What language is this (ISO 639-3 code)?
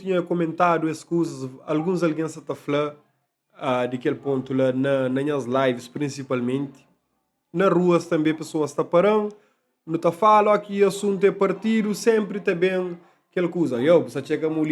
kea